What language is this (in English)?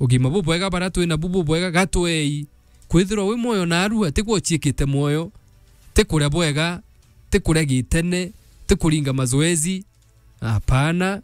Meru